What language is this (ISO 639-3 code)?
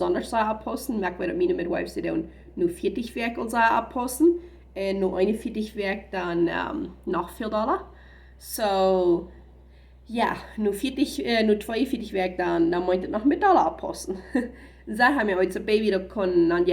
pdt